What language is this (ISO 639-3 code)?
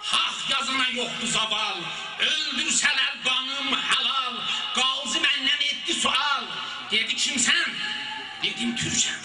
azb